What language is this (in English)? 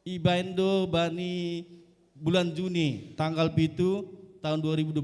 Batak Simalungun